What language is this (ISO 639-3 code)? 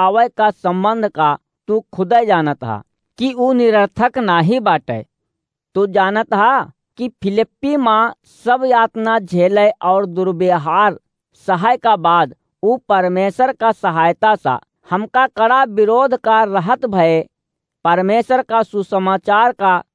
awa